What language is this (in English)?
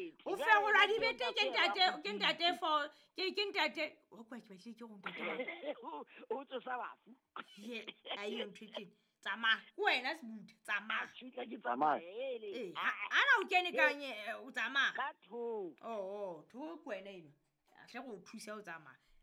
Southern Sotho